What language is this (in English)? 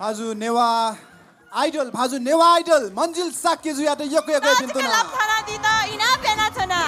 Newari